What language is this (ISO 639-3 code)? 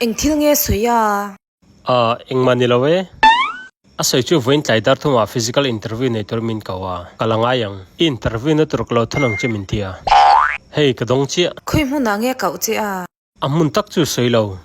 lus